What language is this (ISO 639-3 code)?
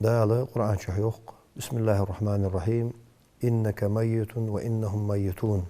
inh